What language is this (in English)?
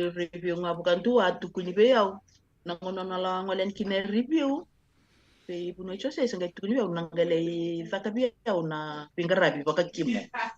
Fijian